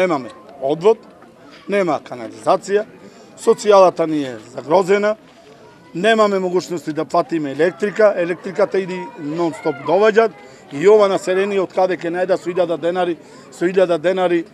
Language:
Macedonian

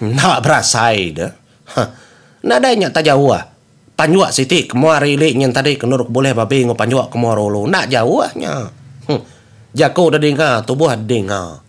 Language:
Iban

